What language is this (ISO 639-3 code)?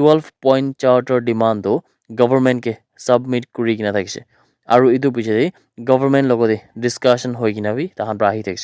nag